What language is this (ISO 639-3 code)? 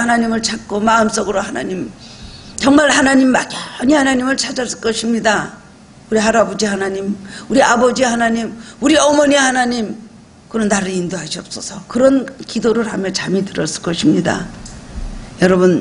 kor